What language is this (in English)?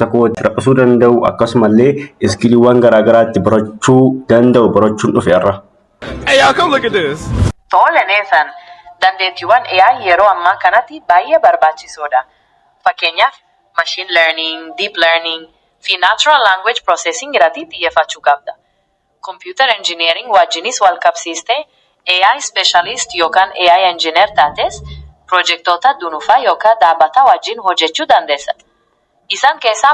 Oromo